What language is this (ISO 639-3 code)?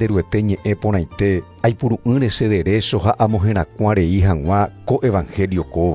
grn